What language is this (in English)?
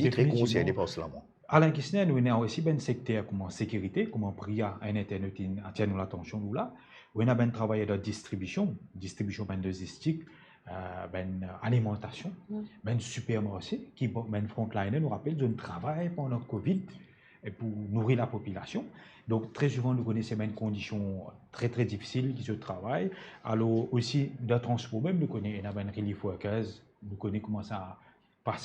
Morisyen